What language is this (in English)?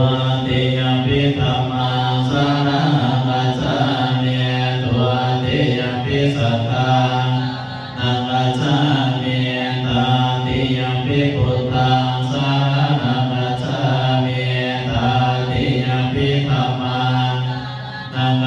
Pali